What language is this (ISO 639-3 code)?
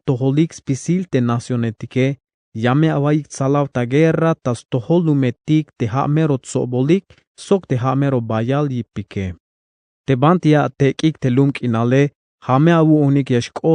tzh